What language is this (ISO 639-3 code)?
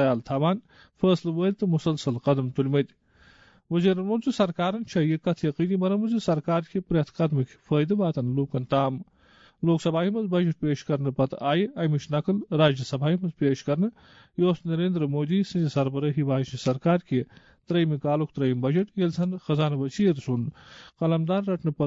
kas